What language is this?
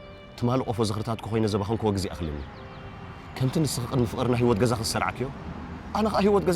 Tigrinya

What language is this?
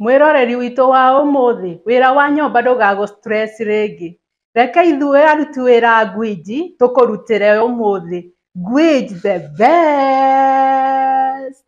Kikuyu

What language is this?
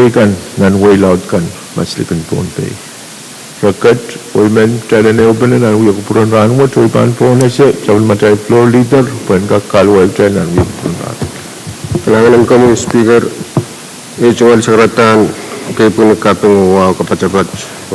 Pohnpeian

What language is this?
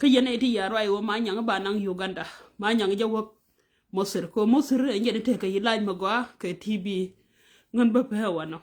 Nuer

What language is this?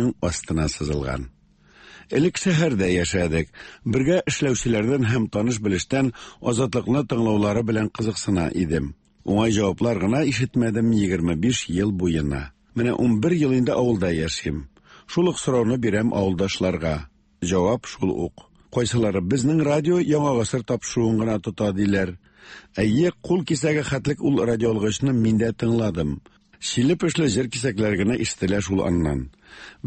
Tatar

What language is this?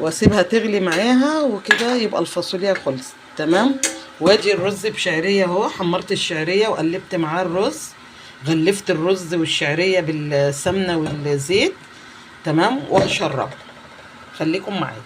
Egyptian Arabic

